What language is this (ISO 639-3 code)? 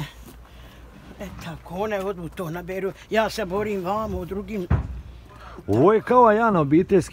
bos